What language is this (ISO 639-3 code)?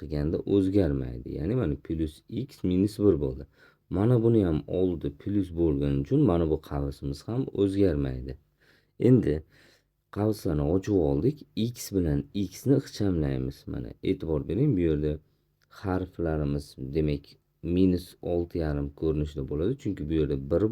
uzb